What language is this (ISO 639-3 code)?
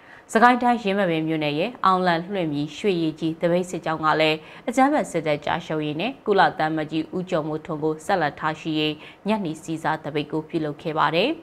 mya